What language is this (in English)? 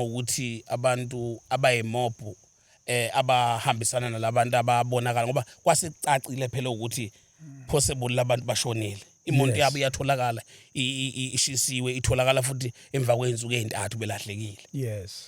Zulu